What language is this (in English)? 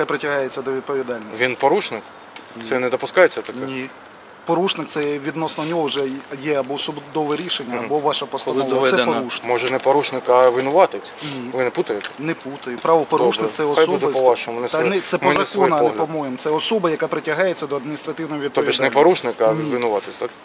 Ukrainian